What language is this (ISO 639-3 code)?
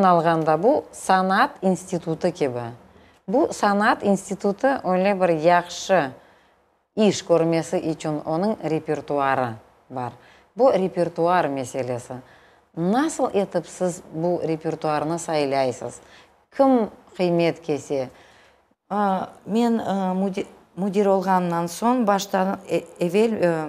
crh